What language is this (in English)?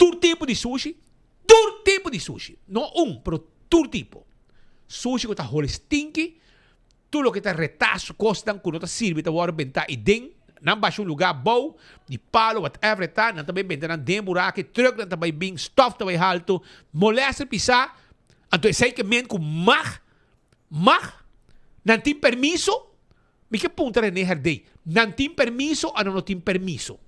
Papiamento